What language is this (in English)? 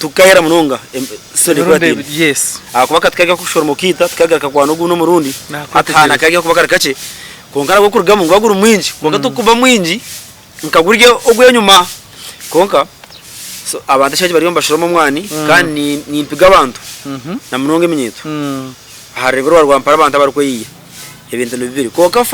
Nyankole